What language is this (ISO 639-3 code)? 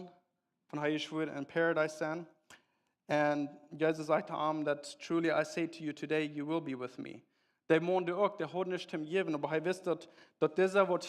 pdt